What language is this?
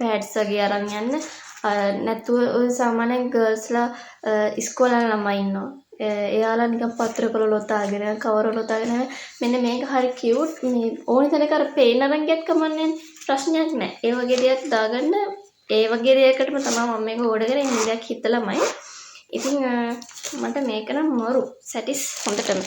Sinhala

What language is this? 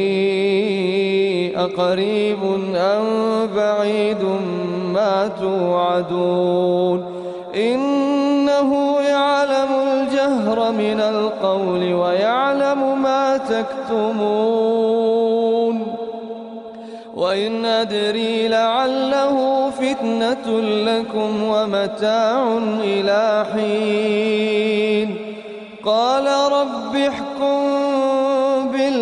Arabic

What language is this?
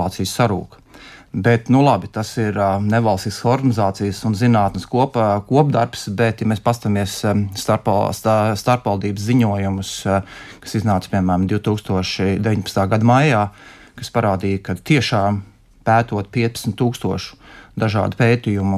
Latvian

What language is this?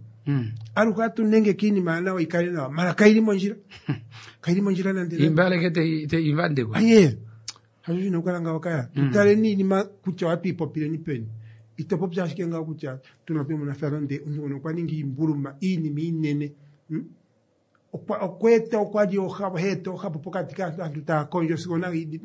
Kuanyama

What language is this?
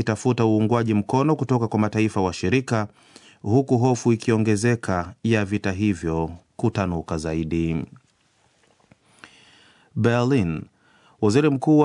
Swahili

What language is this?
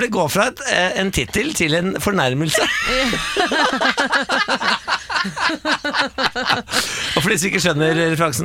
Norwegian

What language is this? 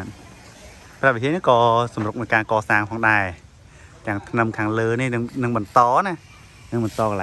Khmer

